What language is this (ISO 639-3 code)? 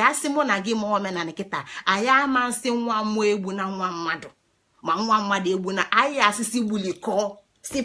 ibo